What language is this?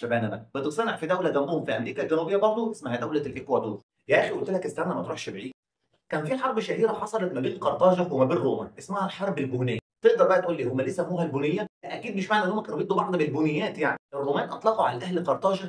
Egyptian Arabic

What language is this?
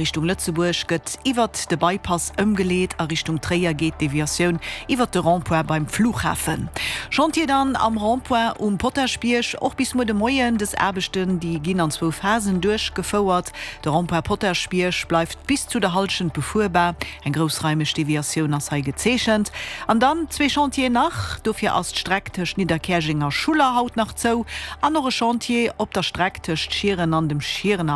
Luxembourgish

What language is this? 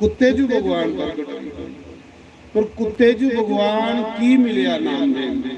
Dogri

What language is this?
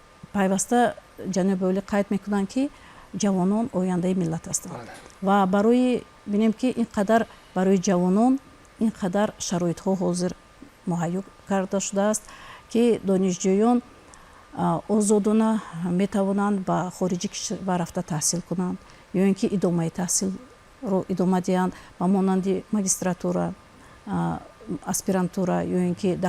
Tajik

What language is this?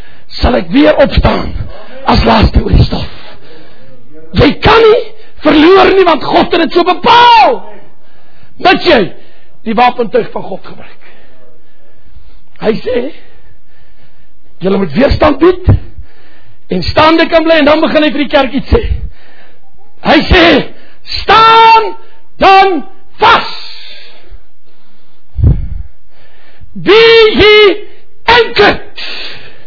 Afrikaans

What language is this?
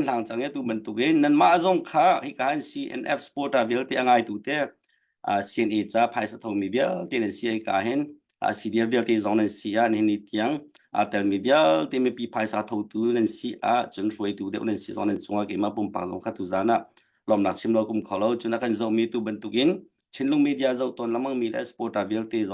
Hakha Chin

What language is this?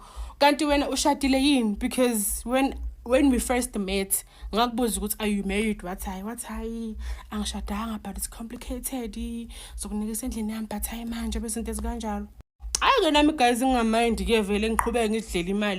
Zulu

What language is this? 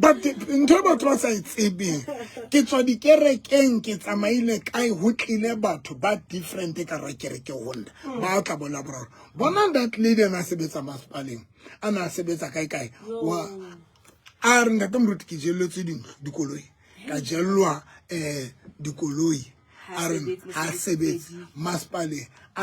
Southern Sotho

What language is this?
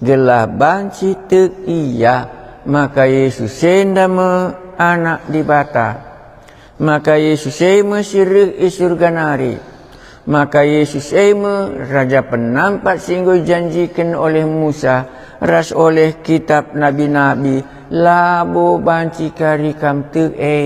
Batak Karo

